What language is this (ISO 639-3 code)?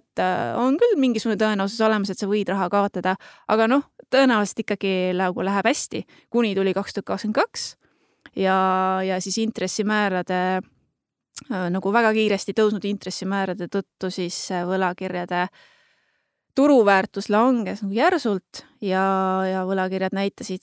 est